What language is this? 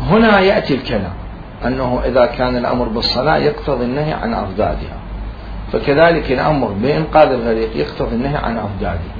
Mesopotamian Arabic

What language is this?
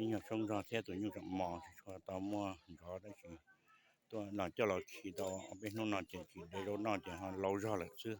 Hmong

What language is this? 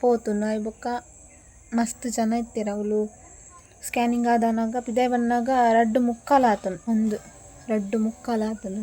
Tulu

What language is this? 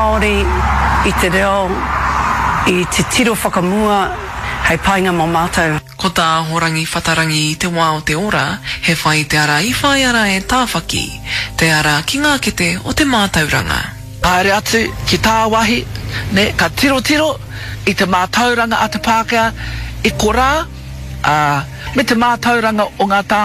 Māori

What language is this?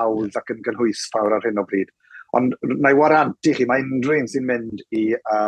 Welsh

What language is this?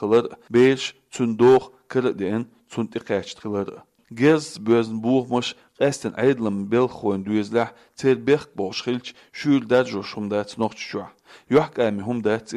Chechen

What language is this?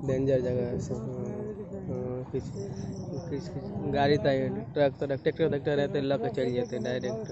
Maithili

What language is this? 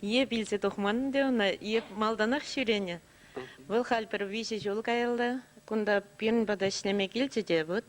Chuvash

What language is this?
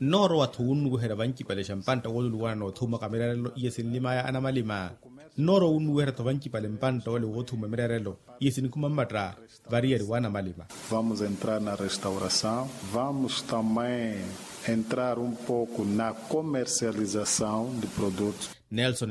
Makhuwa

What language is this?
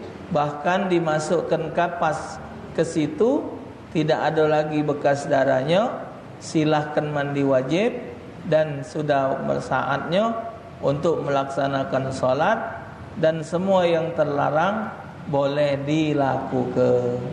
Musi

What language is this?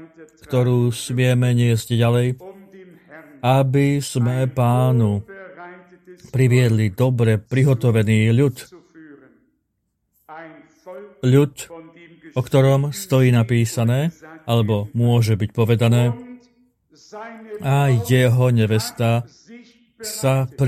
Slovak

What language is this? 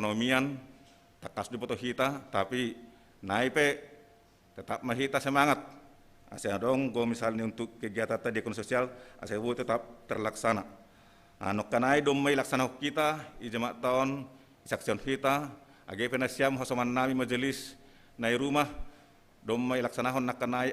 Batak Simalungun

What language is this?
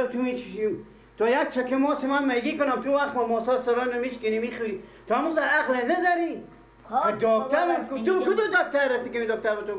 Persian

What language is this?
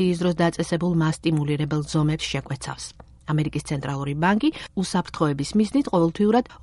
Georgian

